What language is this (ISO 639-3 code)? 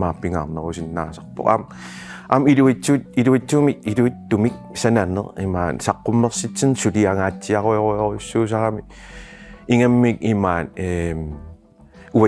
kal